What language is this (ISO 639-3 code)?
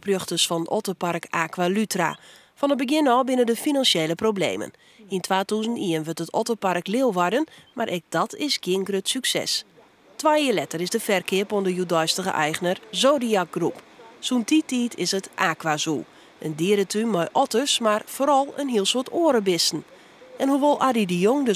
fry